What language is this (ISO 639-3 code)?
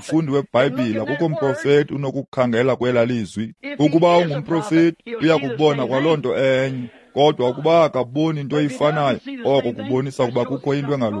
xho